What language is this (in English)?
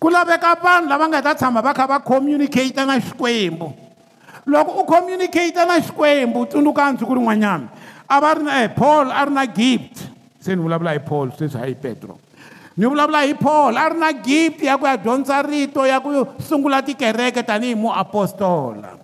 Tsonga